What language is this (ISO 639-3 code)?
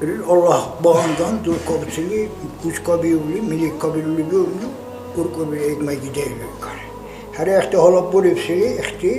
dar